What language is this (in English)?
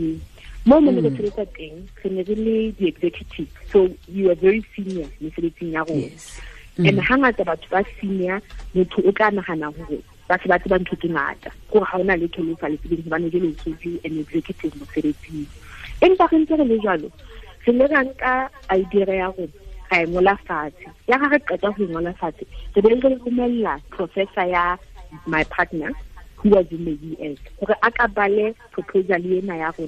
Southern Sotho